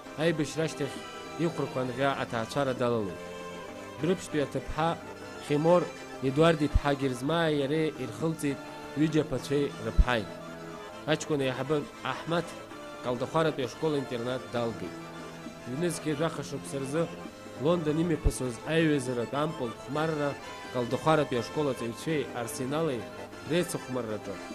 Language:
Abkhazian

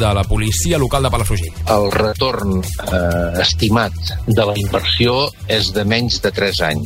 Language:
Catalan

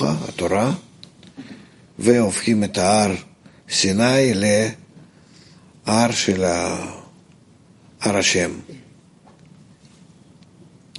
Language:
Hebrew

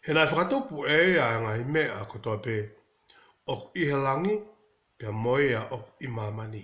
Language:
Tongan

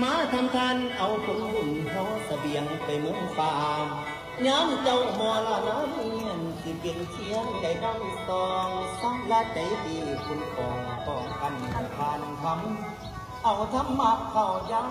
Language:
Northeastern Thai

